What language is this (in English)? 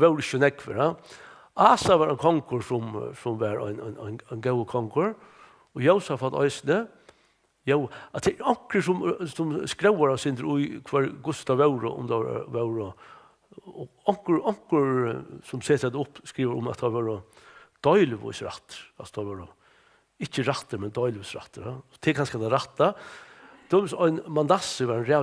Faroese